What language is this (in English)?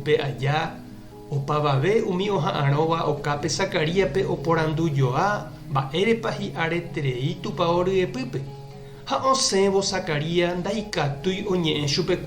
Guarani